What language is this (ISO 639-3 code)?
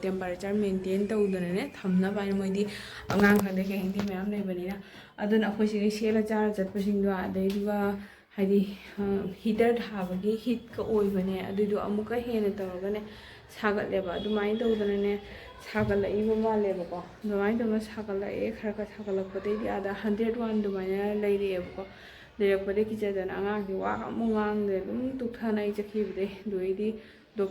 mni